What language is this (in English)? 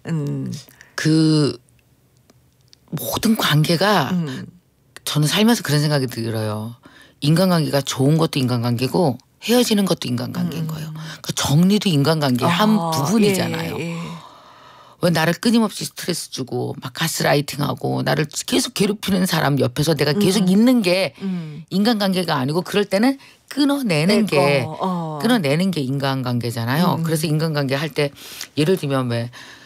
Korean